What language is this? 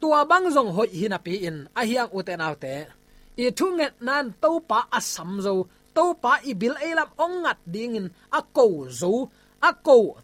Tedim Chin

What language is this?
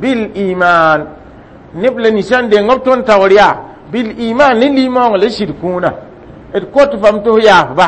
Mossi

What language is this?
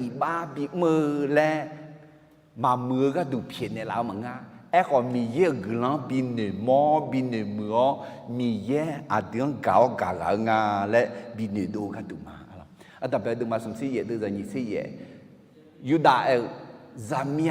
Akha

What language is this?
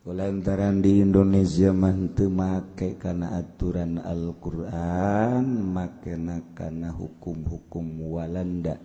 Sundanese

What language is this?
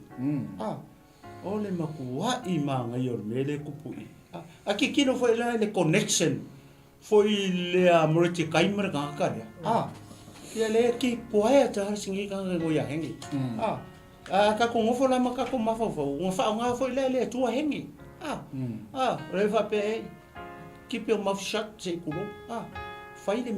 Samoan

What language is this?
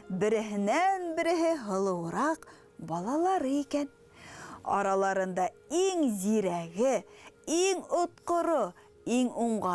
Bashkir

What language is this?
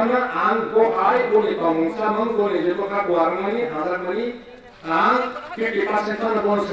Kok Borok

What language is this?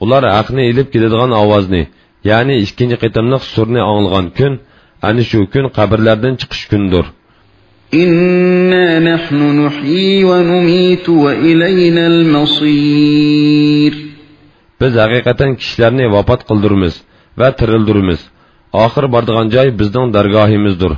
Uyghur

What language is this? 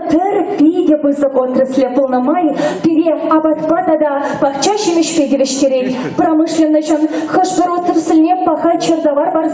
Chuvash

